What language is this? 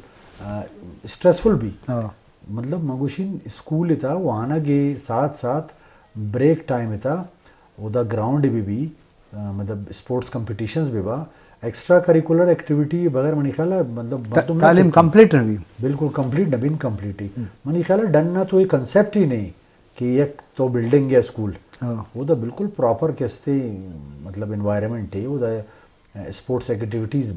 Baluchi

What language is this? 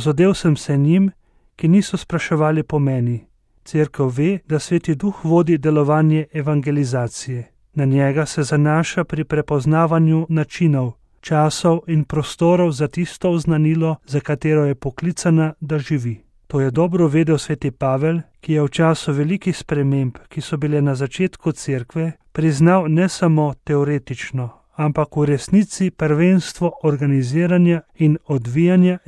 Slovenian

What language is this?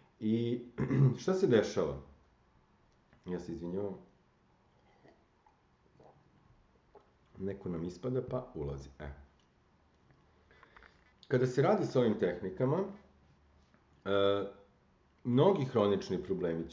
Serbian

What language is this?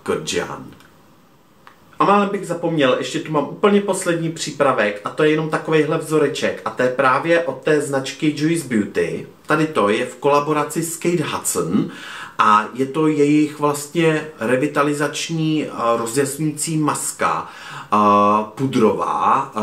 Czech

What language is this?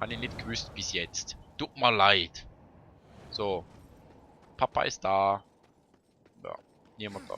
Swiss German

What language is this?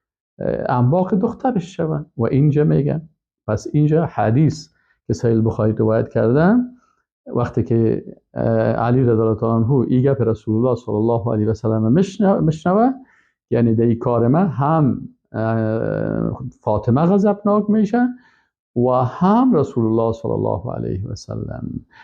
Persian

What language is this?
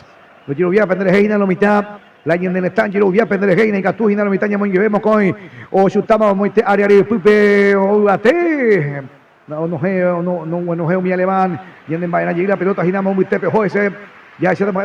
Guarani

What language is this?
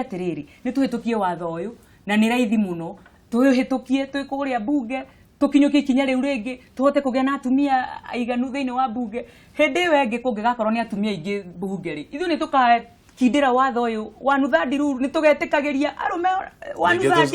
Kikuyu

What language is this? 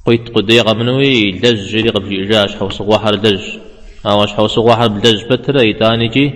Kabardian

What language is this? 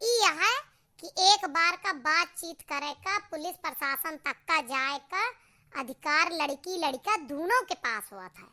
Awadhi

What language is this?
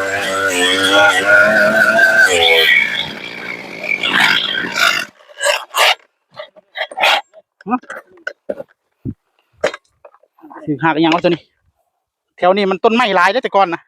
Northeastern Thai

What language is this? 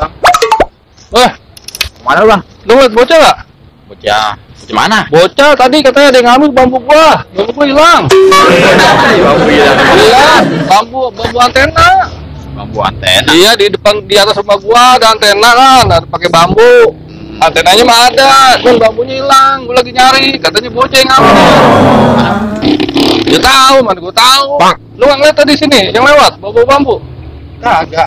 Betawi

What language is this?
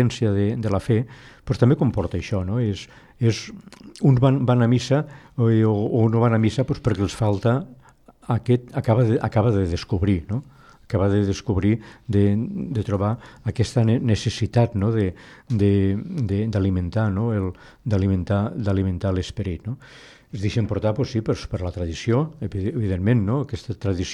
Catalan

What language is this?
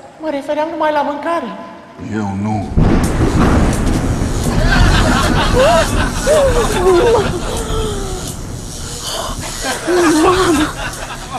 Romanian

